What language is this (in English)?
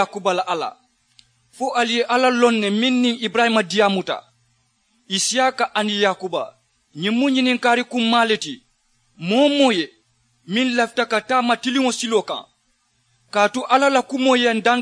Mandingo